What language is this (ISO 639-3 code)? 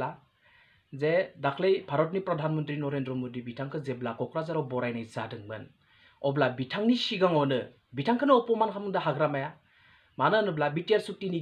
brx